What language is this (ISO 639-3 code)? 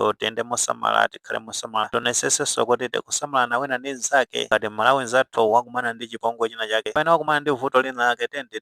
nya